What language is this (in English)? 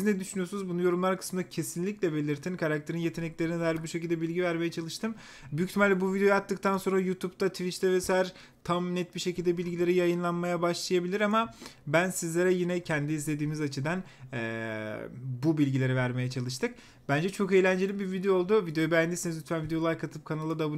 Turkish